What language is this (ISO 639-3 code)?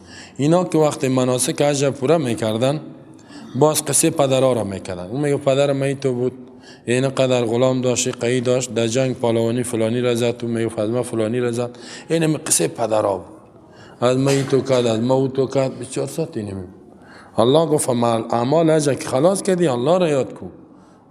fas